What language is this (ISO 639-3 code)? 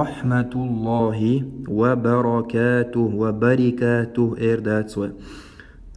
che